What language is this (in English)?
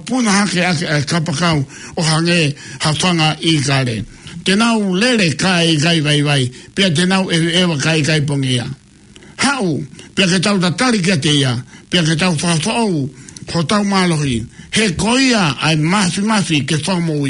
Tongan